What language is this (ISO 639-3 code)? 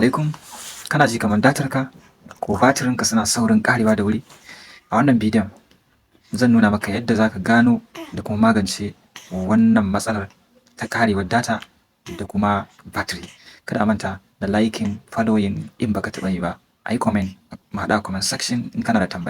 hau